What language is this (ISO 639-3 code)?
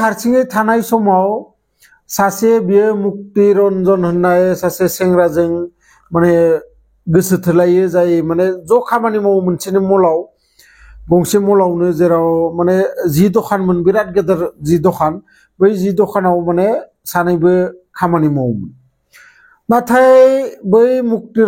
brx